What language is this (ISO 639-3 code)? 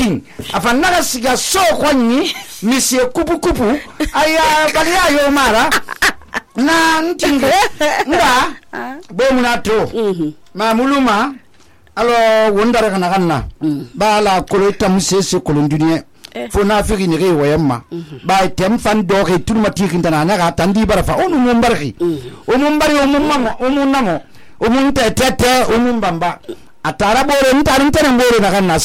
sus